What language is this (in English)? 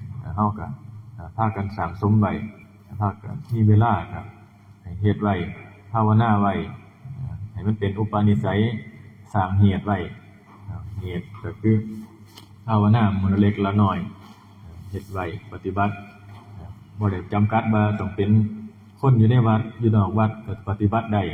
Northeastern Thai